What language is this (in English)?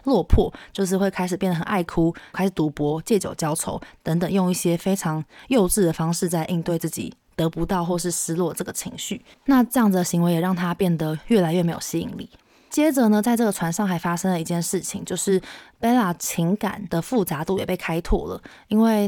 Chinese